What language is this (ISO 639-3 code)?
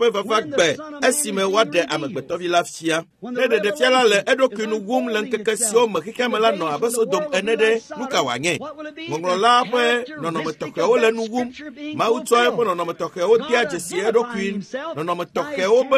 ewe